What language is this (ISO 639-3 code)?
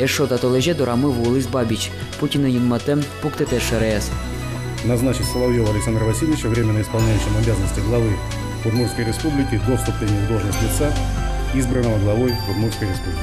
udm